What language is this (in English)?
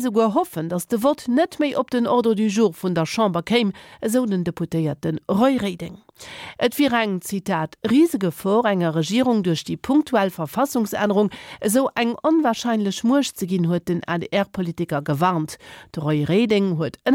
Luxembourgish